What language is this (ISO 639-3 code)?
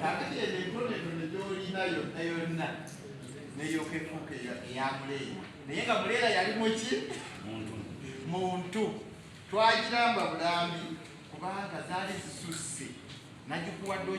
lug